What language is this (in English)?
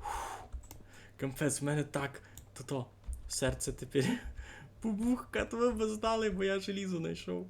Rusyn